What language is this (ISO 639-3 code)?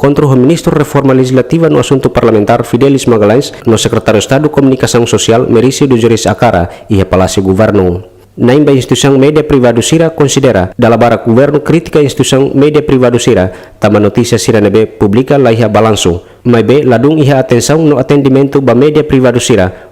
tet